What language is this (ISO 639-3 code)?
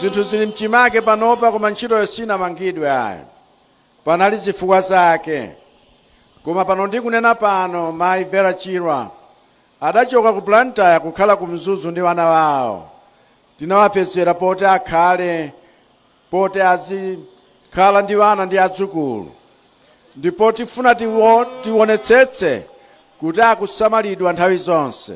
nya